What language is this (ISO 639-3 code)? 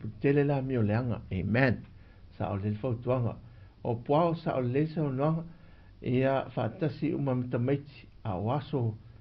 smo